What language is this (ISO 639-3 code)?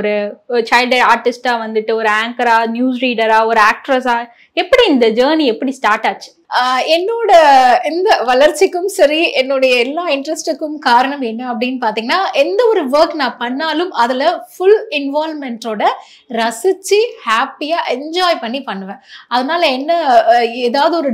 tam